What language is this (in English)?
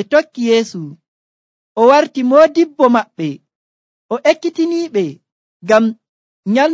Nigerian Fulfulde